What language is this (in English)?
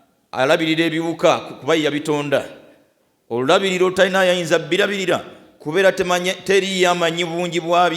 Ganda